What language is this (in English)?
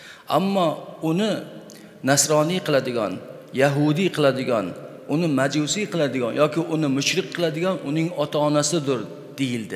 Uzbek